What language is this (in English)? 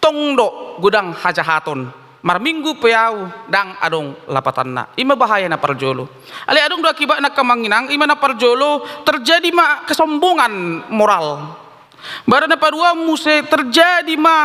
Batak Toba